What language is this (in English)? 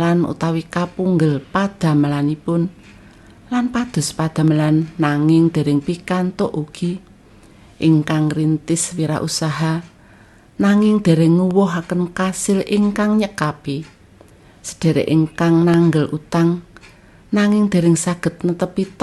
Javanese